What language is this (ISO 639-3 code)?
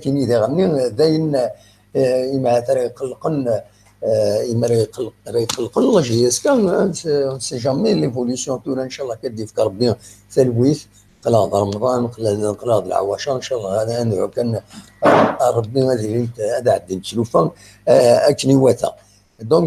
kab